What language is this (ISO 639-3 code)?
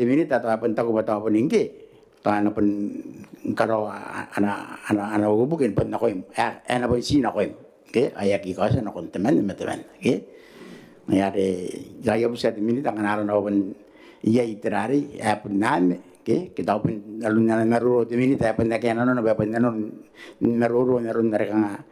gil